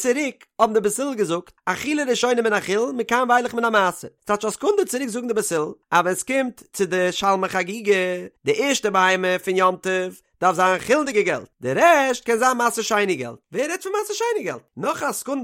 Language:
Yiddish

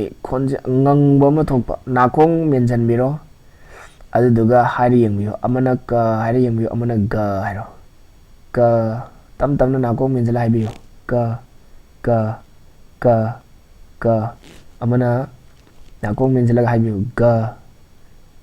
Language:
Manipuri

